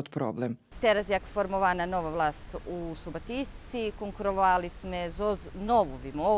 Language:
Rusyn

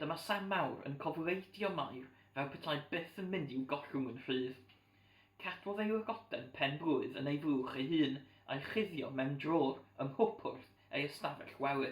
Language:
Welsh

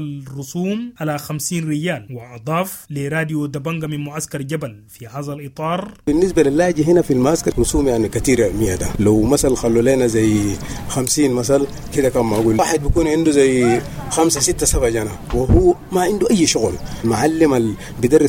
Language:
Sudanese Arabic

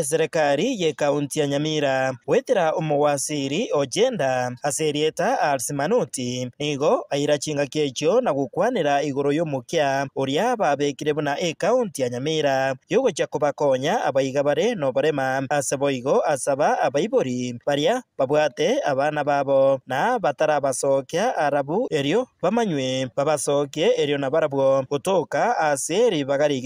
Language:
Gusii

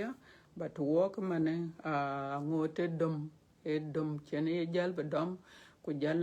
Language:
Dinka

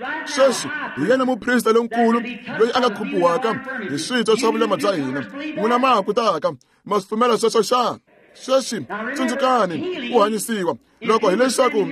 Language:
Tsonga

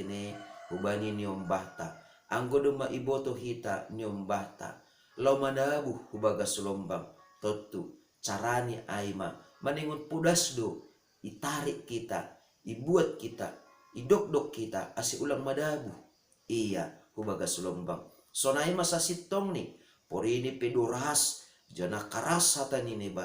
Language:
Batak Simalungun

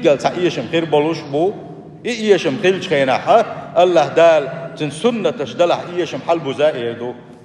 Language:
Chechen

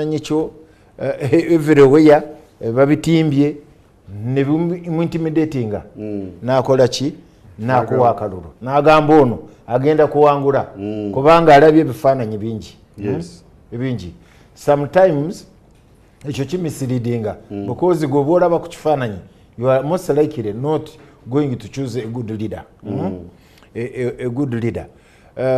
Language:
Ganda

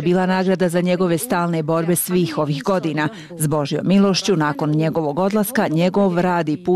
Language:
Serbian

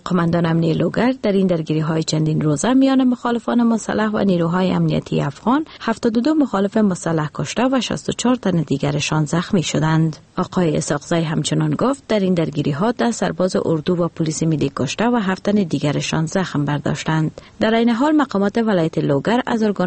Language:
Persian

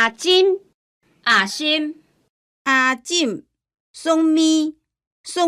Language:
Hakka Chinese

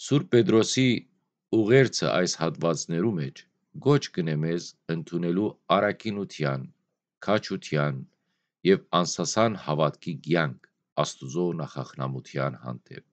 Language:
Western Armenian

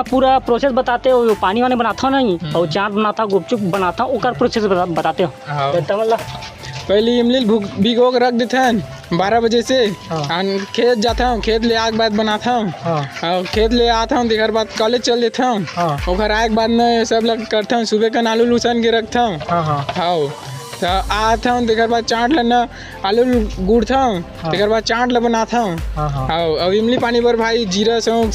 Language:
Chhattisgarhi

